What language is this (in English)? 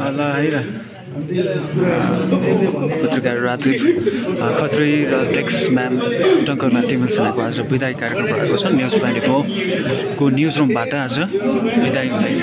Nepali